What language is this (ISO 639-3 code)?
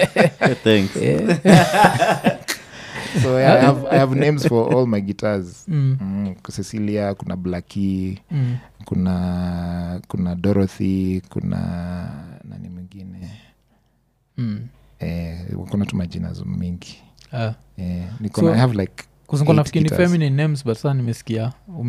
swa